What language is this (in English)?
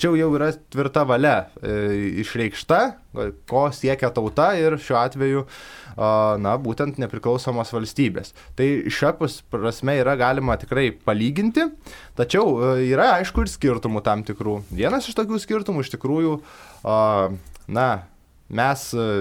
Lithuanian